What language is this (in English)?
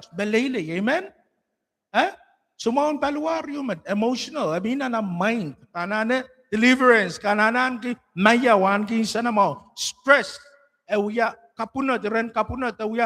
Pohnpeian